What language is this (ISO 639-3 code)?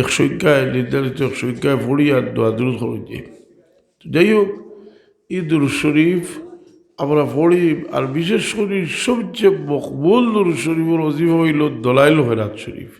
syl